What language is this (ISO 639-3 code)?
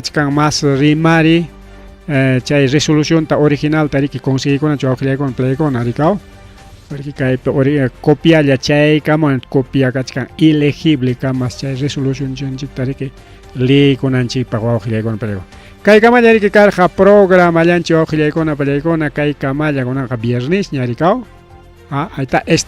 quy